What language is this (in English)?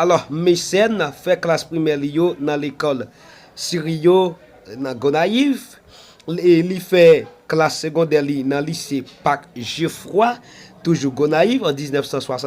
Haitian Creole